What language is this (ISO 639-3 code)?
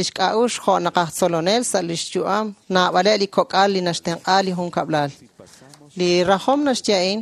kek